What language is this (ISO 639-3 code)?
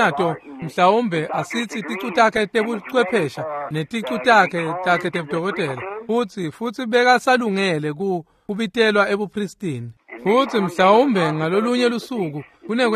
ssw